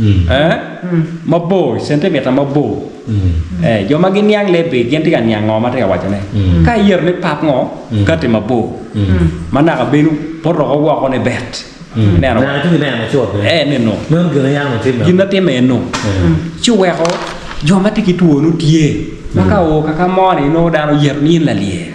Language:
Acoli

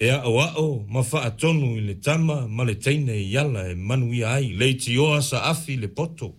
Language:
Samoan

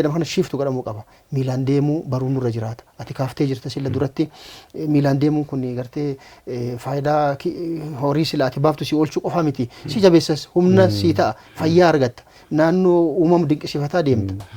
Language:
Oromo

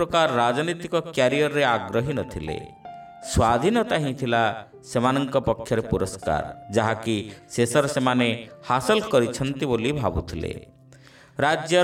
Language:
Odia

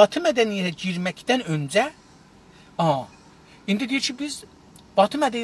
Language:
South Azerbaijani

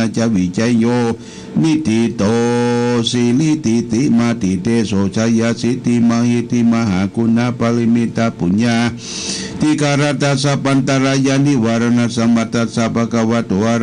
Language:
Pali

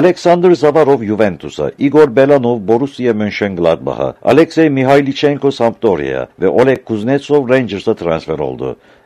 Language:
Turkish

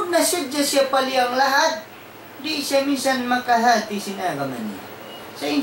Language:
Tausug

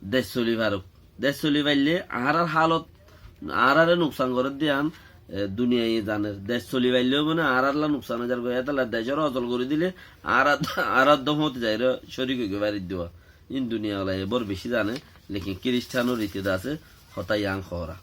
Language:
Rohingya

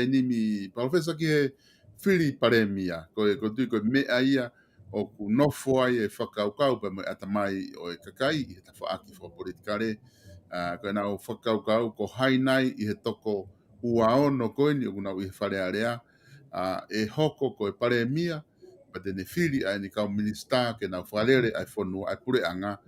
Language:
Tongan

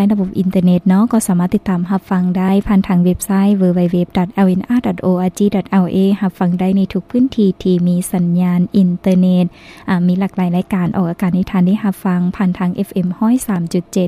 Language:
Lao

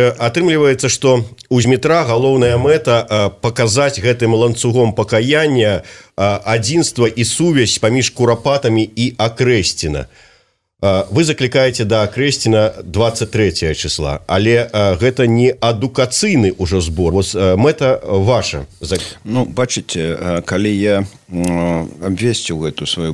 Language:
Belarusian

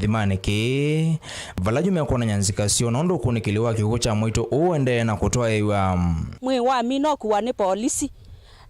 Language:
Kamba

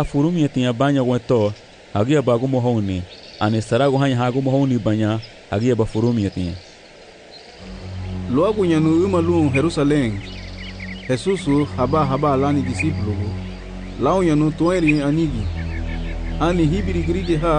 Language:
Garifuna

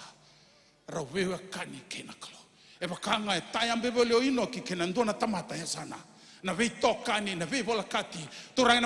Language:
Fijian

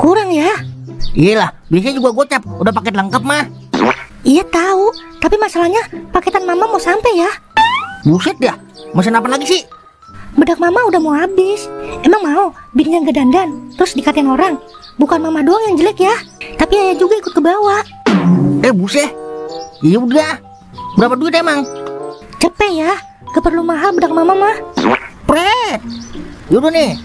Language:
Betawi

